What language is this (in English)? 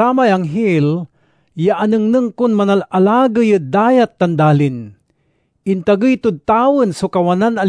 Pangasinan